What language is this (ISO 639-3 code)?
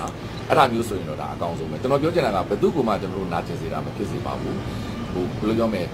mya